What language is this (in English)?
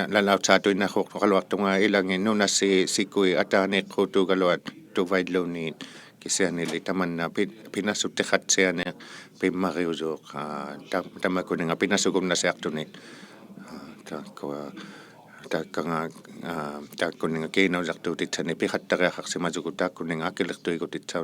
Inuktitut